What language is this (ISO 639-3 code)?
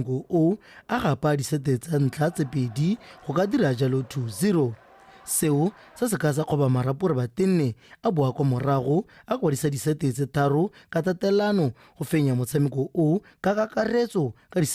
tsn